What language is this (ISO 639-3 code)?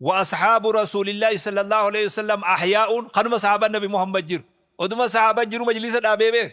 orm